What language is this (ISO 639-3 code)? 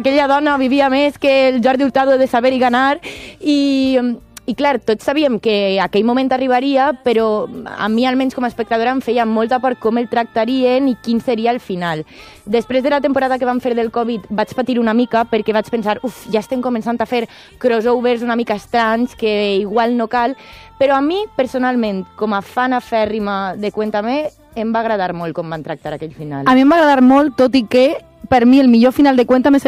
cat